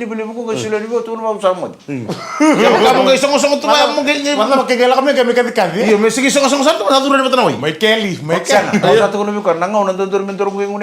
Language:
Fijian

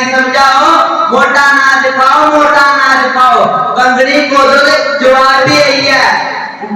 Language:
Dogri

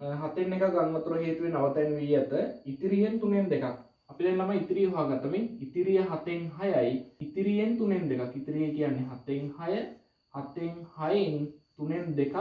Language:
Sinhala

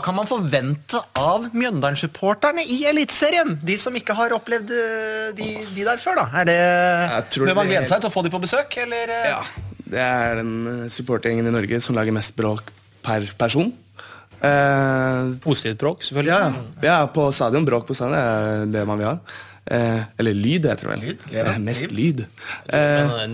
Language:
Norwegian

